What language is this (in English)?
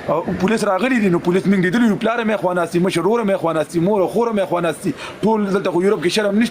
Pashto